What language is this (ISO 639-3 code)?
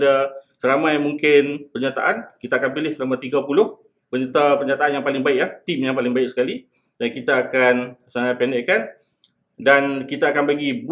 msa